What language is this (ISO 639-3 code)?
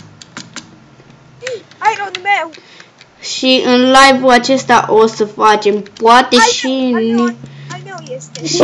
ron